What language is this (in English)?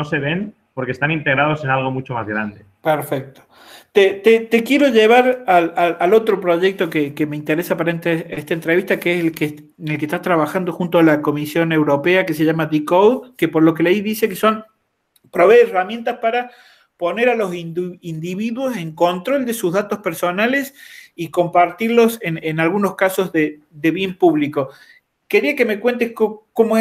Spanish